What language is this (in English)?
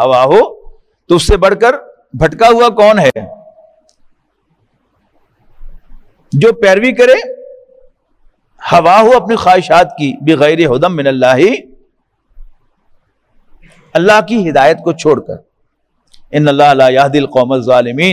Urdu